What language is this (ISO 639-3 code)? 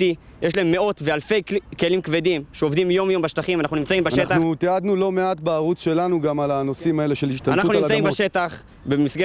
heb